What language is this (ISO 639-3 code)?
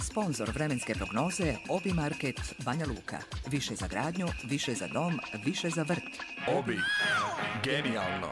srp